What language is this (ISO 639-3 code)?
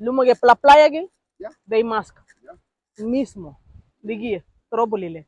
cab